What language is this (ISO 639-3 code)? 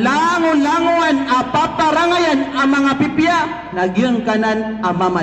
mrw